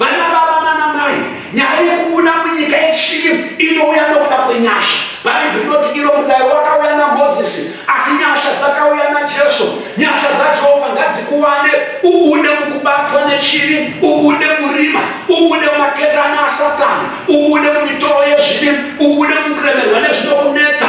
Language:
Shona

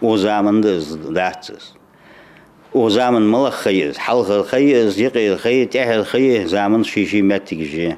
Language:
Ingush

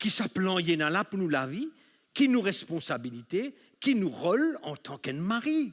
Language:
Morisyen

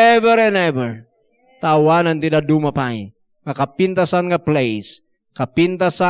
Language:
Iloko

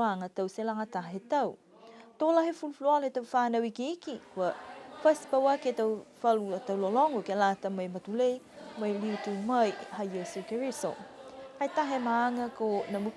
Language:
Niuean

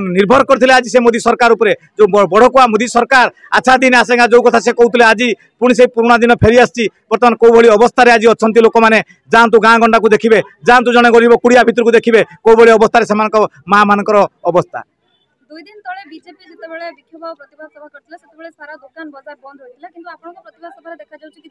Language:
Odia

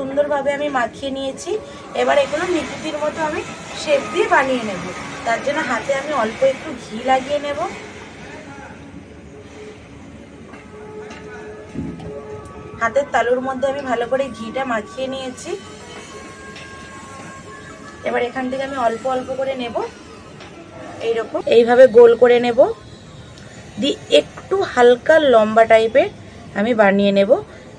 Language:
Bangla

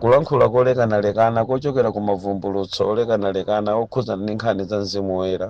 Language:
Nyanja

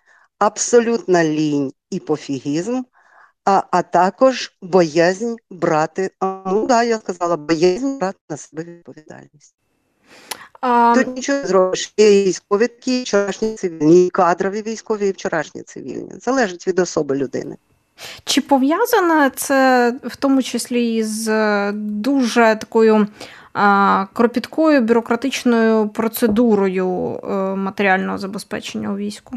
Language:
Ukrainian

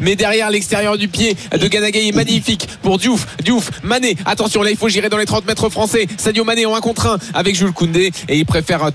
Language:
French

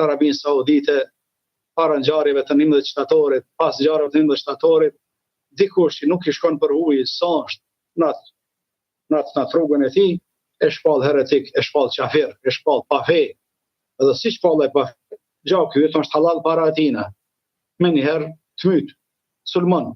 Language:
Albanian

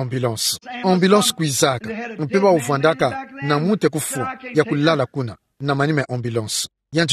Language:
Kituba (Democratic Republic of Congo)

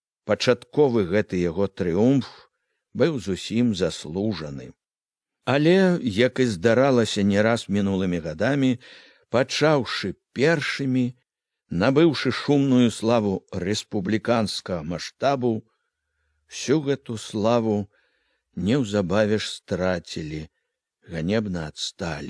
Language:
Belarusian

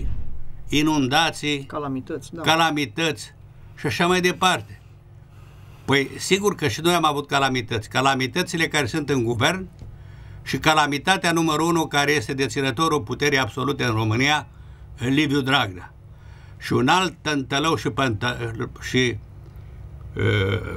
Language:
Romanian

